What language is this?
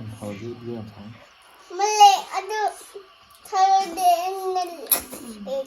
Manipuri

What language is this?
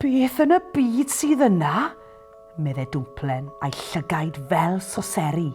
Welsh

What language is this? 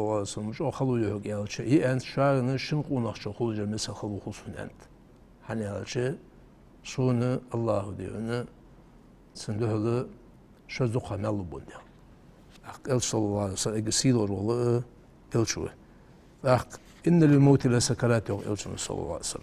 Ingush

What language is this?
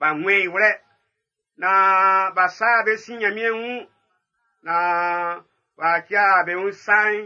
Baoulé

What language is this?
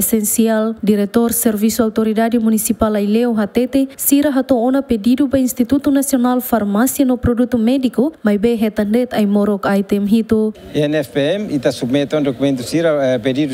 Tetum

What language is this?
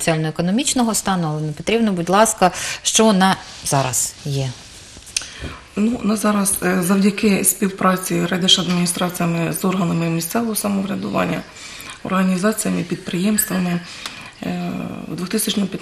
Ukrainian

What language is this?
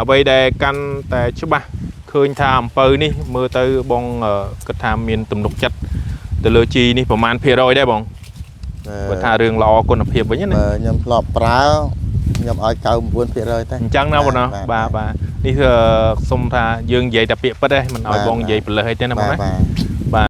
Khmer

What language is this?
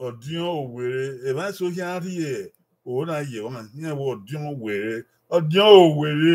Bini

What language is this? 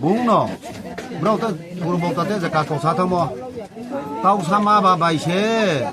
Riang (India)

